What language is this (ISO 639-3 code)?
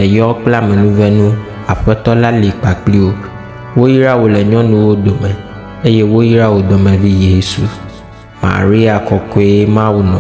ewe